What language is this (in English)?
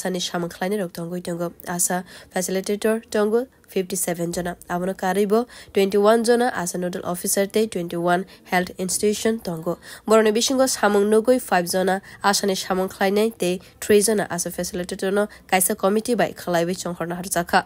Kok Borok